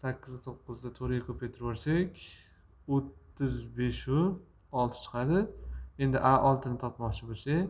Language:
Uzbek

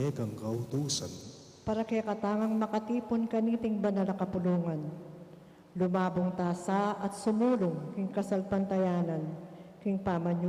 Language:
Pampanga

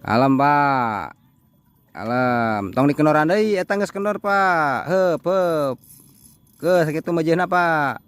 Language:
Sundanese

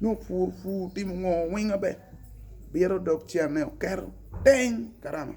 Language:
Acoli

